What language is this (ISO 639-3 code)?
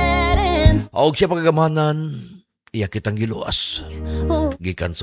ceb